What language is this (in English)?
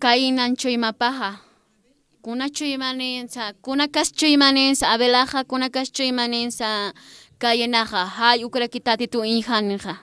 Aymara